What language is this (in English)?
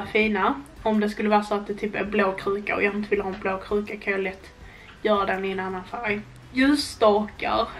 Swedish